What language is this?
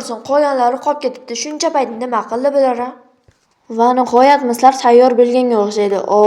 Uzbek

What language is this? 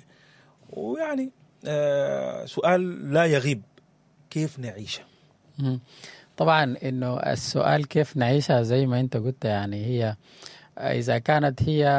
Sudanese Arabic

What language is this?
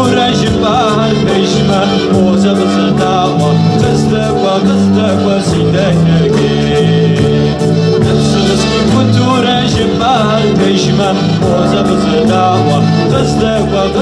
Kabardian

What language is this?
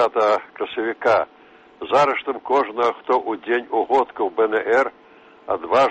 Belarusian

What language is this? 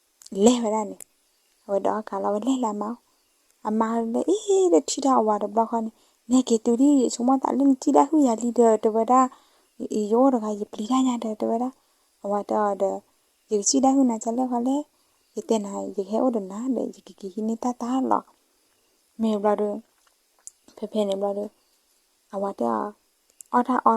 S'gaw Karen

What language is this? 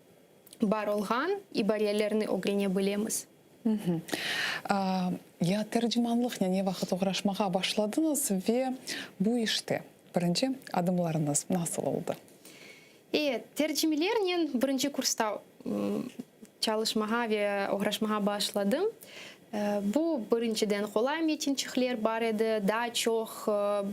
Crimean Tatar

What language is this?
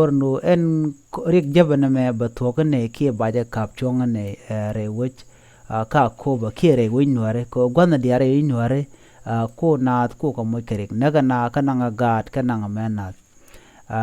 Nuer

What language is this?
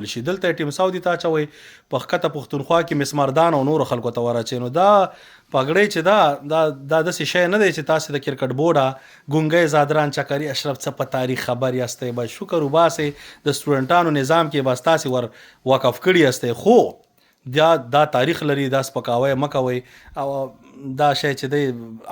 Pashto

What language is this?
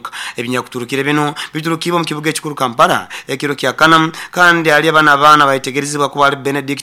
Nyoro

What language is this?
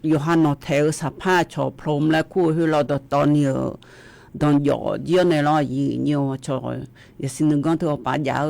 Akha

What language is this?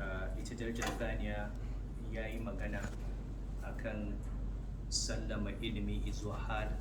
Hausa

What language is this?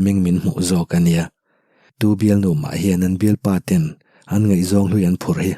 Mizo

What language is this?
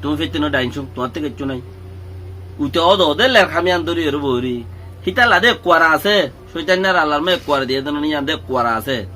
Rohingya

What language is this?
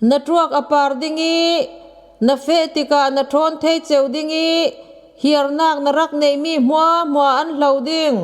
Falam Chin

